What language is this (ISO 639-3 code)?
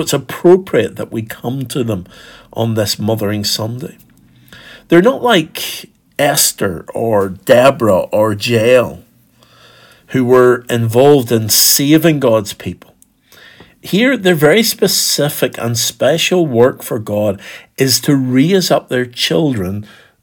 eng